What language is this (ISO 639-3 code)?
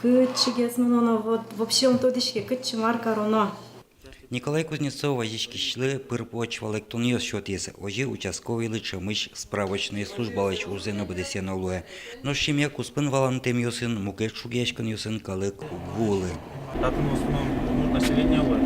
udm